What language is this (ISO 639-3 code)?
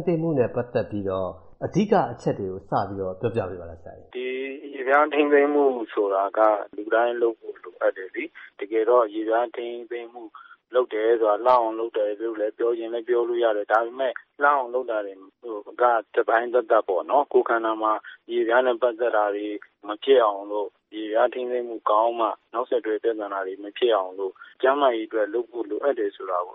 mya